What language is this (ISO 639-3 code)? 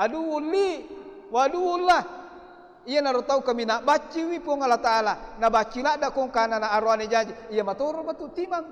bug